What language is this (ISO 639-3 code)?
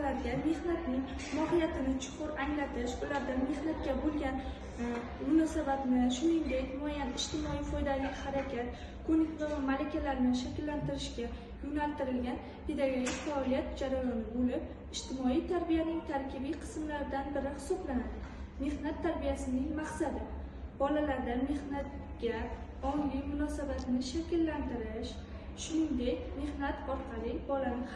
uzb